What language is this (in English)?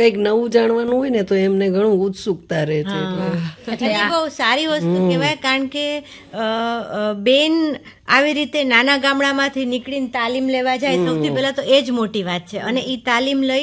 Gujarati